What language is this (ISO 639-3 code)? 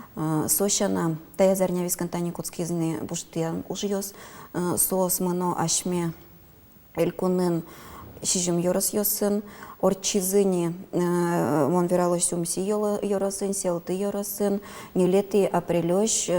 udm